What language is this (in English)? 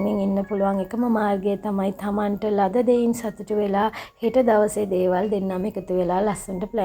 Sinhala